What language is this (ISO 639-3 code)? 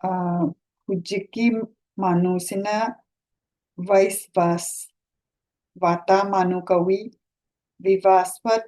mni